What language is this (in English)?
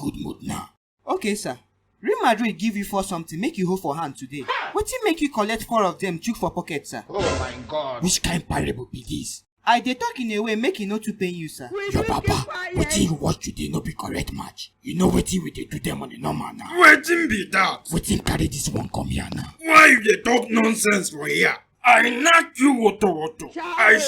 Nigerian Pidgin